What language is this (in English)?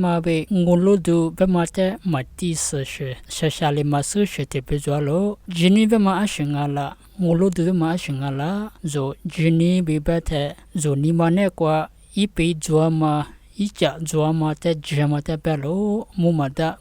Lisu